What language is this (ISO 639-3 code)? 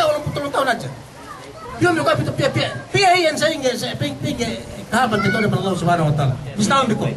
yka